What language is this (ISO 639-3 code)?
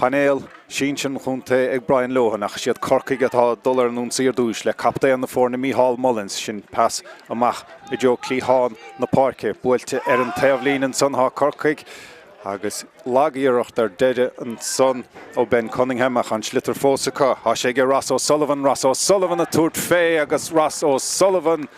gle